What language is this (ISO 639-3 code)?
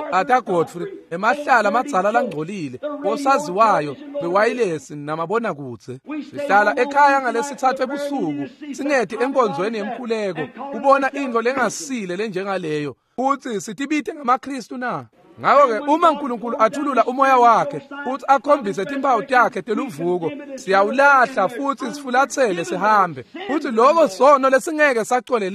ssw